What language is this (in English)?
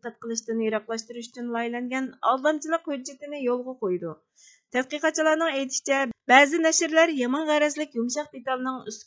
Uyghur